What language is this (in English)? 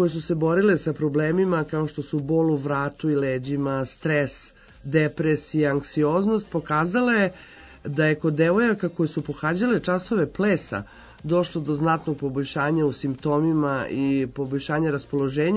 Serbian